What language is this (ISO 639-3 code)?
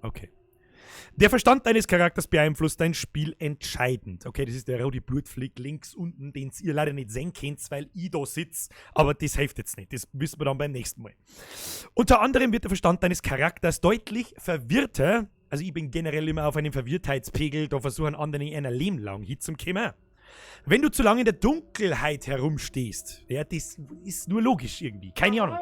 bar